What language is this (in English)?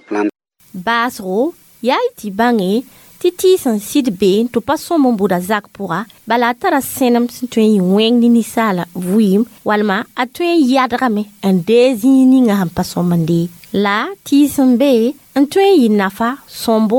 Mossi